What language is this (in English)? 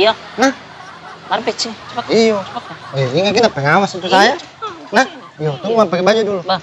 Makassar Malay